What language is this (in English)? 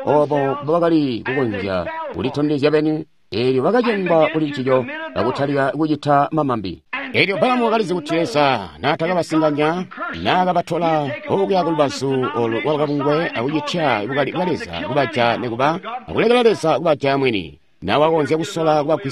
Tonga (Zambia)